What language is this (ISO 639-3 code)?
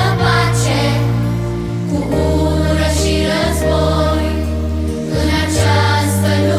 ron